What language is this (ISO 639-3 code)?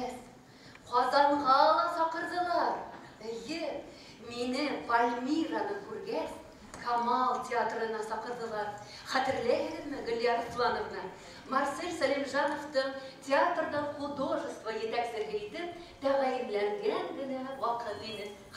bak